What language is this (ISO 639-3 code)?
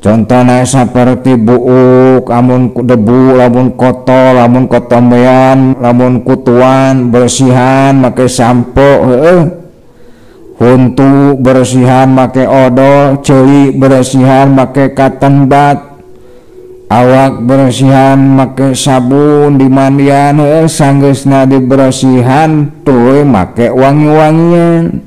sun